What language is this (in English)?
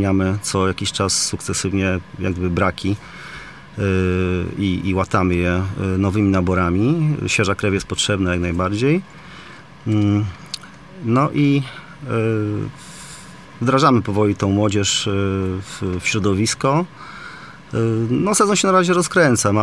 Polish